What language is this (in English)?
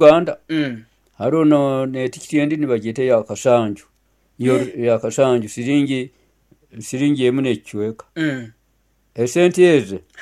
Nyoro